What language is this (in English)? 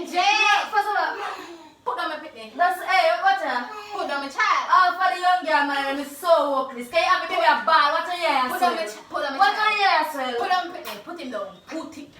Jamaican Creole English